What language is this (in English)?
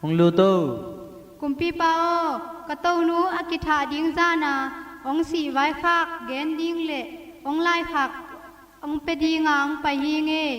Tedim Chin